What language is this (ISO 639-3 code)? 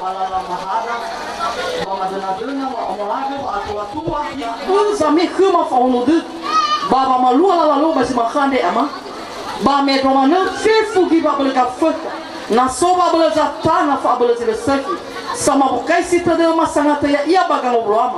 nia